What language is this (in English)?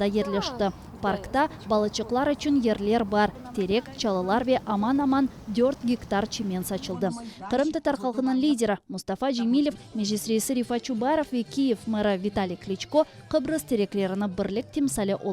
Crimean Tatar